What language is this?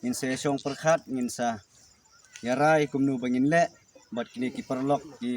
Khasi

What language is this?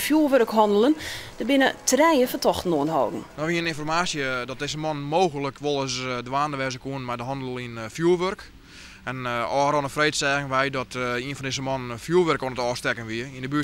Western Frisian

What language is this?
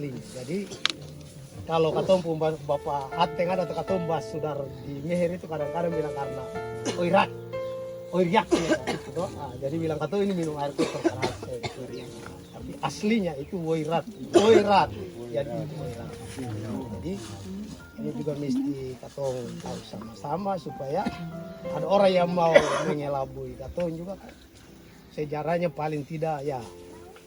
Ambonese Malay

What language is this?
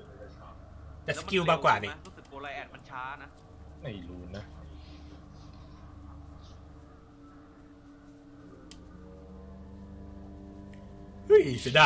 Thai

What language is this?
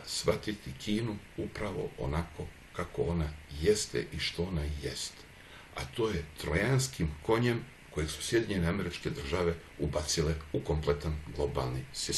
Croatian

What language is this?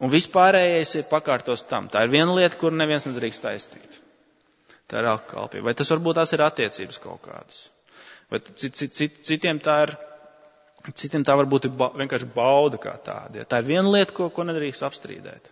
Latvian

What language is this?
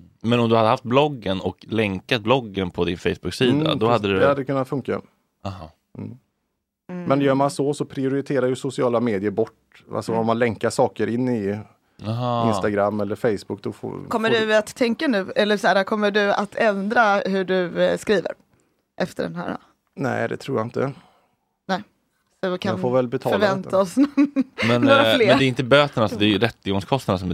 Swedish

